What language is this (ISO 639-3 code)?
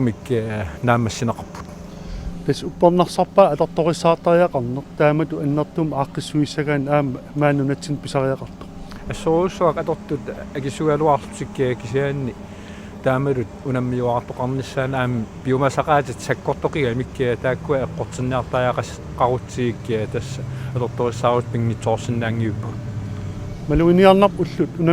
kal